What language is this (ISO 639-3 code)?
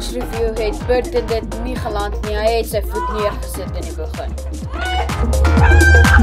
afr